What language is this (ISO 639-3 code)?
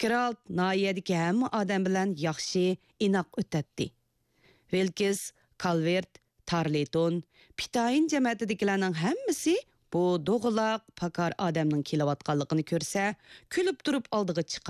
uig